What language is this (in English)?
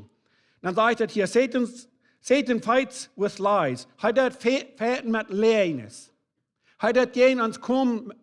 Plautdietsch